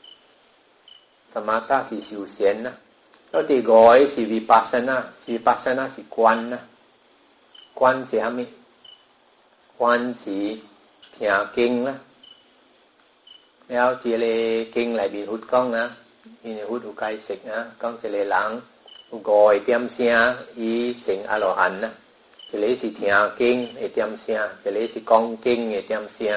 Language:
Min Nan Chinese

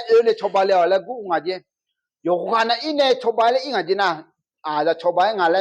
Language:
Akha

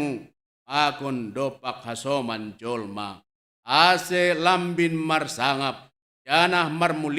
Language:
Batak Simalungun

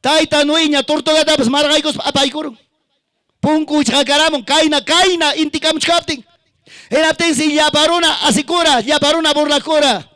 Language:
Ayacucho Quechua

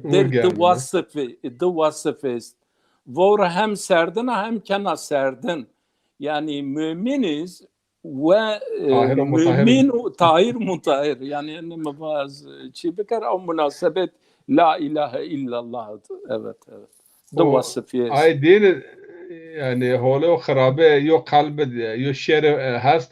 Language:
Zaza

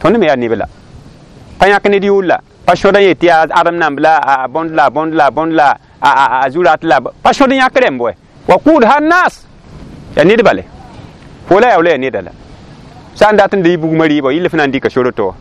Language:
Mossi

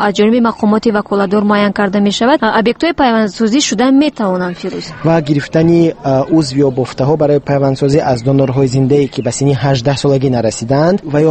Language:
Tajik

